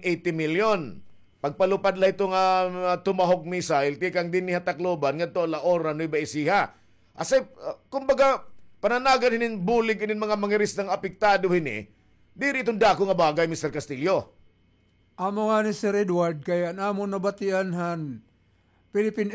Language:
Waray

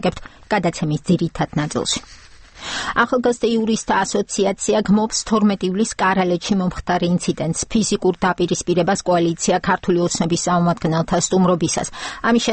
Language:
Georgian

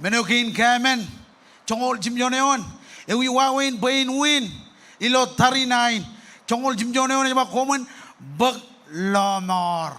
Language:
Marshallese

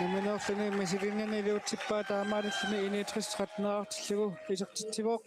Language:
Kalaallisut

